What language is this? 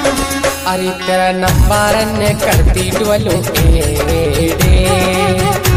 Haryanvi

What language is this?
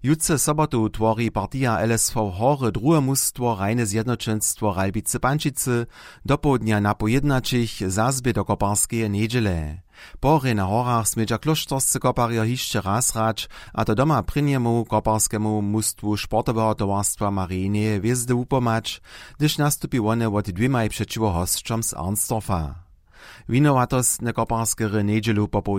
Upper Sorbian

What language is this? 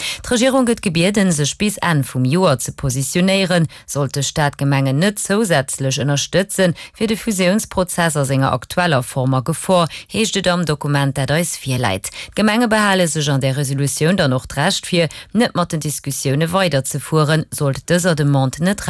Luxembourgish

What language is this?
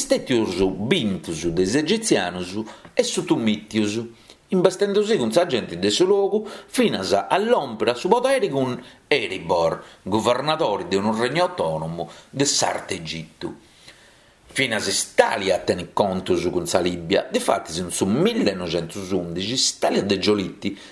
Sardinian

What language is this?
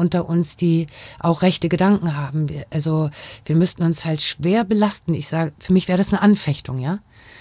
German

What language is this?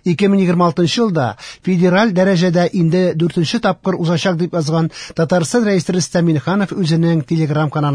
Tatar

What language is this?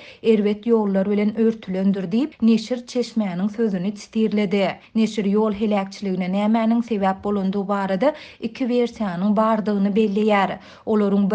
Turkmen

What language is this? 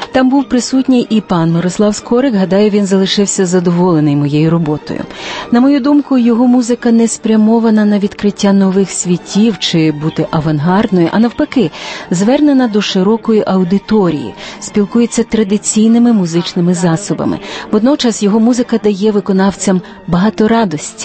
Ukrainian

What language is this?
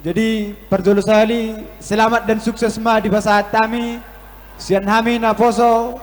Batak Toba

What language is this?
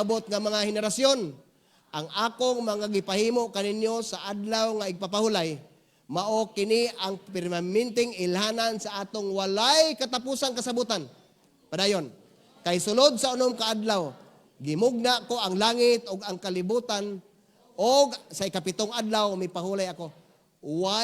Cebuano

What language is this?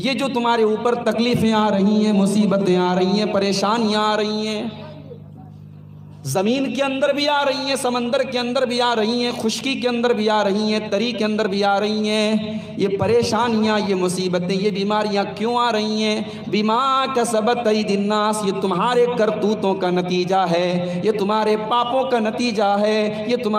Urdu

